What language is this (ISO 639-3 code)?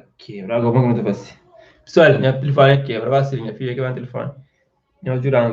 kea